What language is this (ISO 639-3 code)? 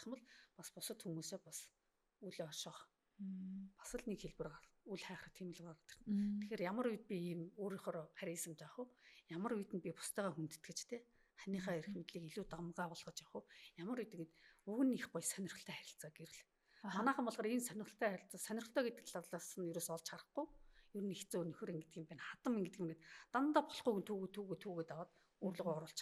mon